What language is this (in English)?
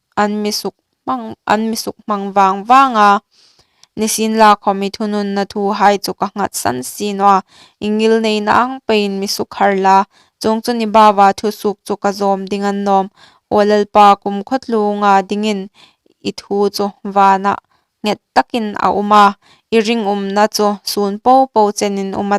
Hmar